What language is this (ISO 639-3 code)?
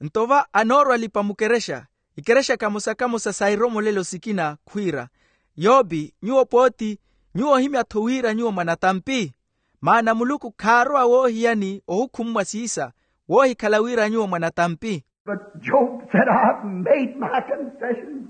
vmw